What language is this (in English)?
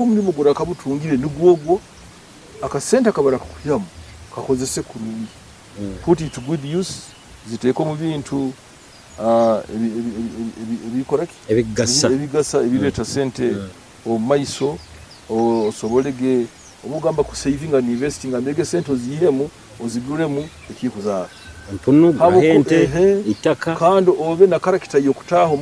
Nyoro